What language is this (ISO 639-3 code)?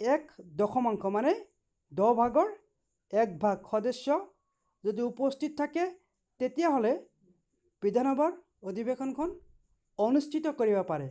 asm